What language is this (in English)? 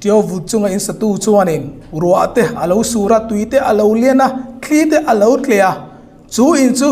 Hmar